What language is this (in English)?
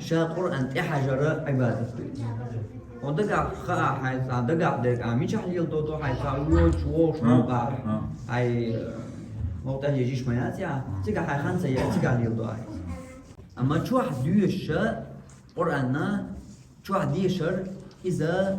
Chechen